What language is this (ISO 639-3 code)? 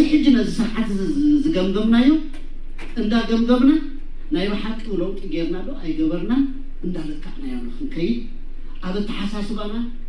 tir